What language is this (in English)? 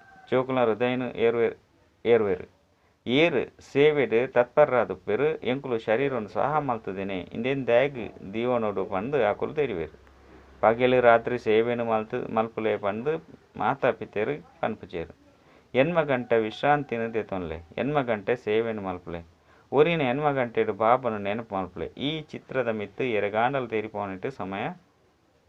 Tulu